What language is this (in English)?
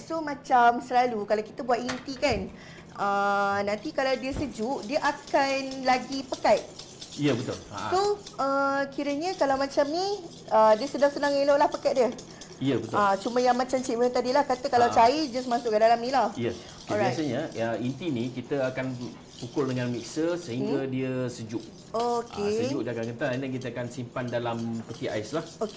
Malay